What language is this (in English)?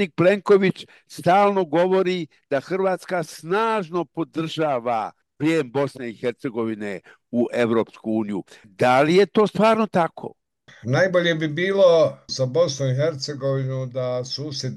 Bosnian